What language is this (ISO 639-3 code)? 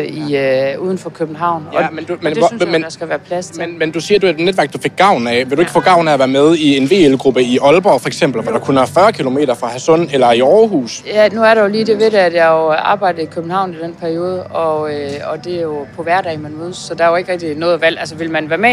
dan